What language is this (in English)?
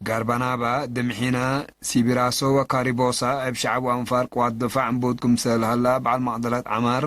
Tigre